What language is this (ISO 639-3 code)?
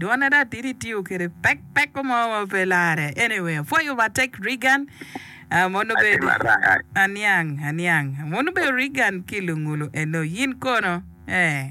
ach